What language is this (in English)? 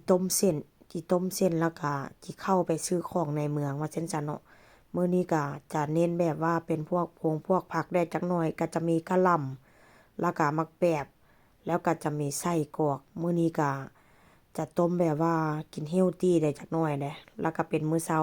Northeastern Thai